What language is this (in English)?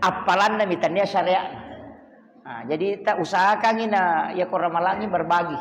Buginese